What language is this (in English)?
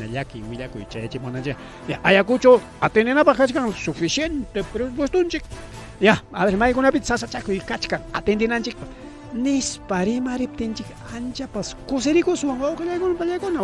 Ayacucho Quechua